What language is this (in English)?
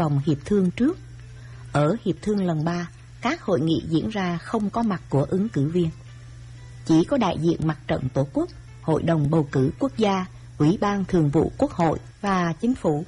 Vietnamese